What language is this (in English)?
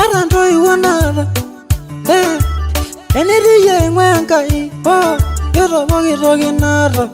Masai